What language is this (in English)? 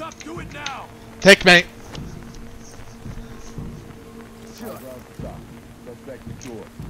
Swedish